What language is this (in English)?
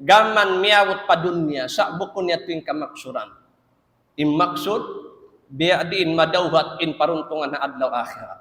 Tausug